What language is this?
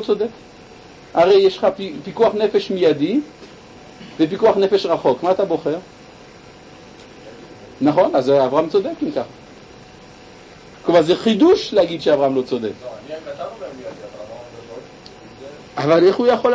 Hebrew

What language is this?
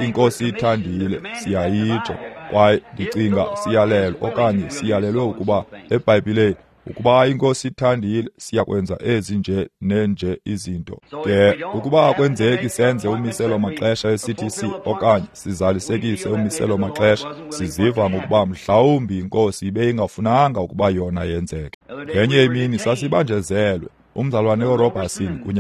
Xhosa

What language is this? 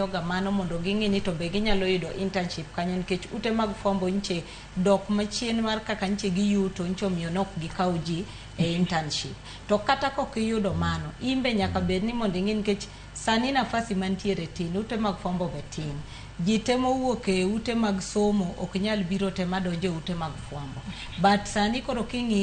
Luo (Kenya and Tanzania)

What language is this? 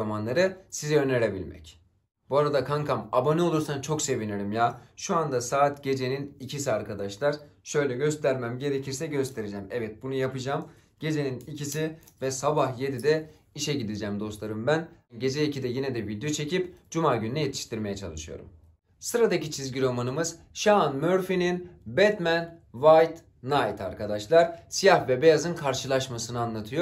Turkish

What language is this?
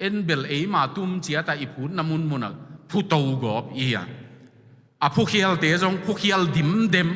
Tedim Chin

